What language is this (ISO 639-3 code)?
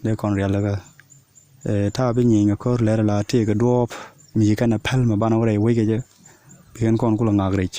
nus